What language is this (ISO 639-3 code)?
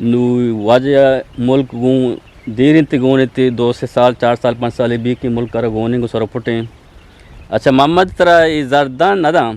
bgp